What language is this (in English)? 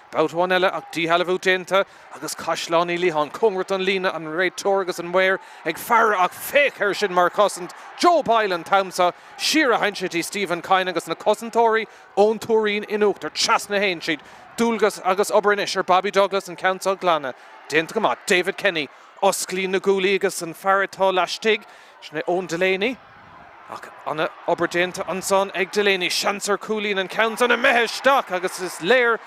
Irish